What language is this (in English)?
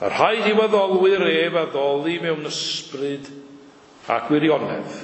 Welsh